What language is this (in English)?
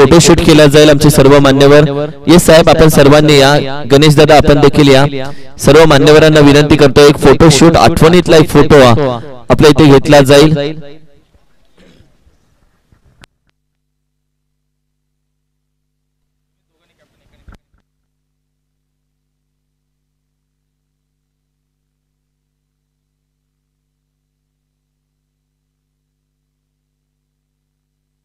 Marathi